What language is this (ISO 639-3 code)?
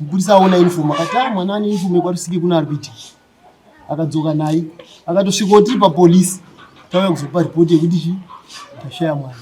sna